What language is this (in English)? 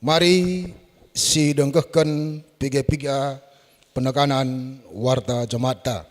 Batak Karo